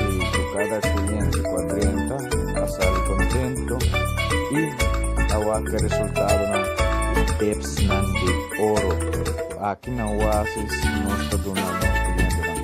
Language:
Papiamento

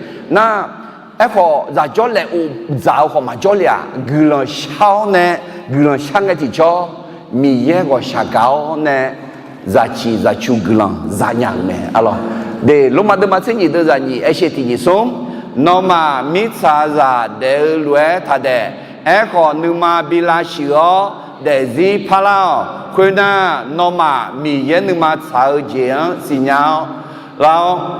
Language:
Akha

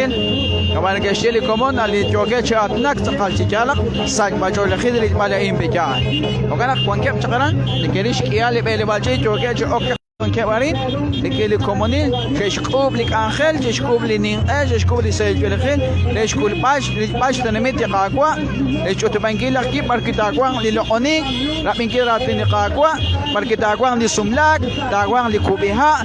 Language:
Kekchí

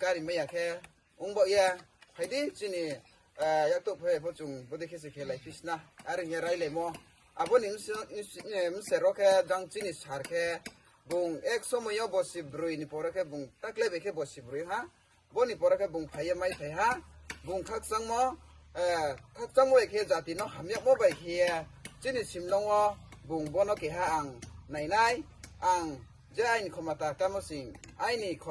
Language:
Riang (India)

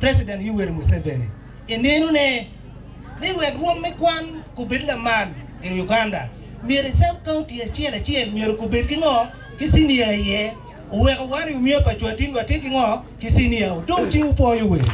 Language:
Acoli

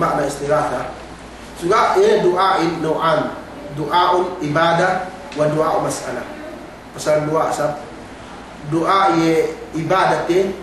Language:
Yakan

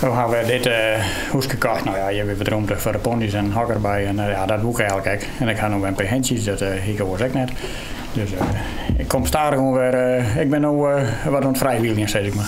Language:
Western Frisian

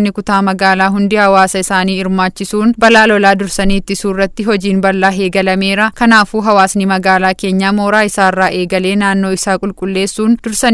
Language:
Oromo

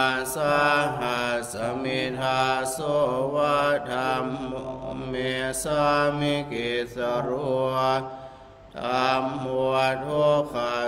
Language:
Pali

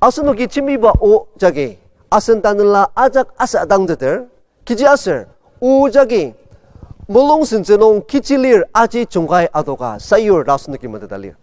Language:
Ao Naga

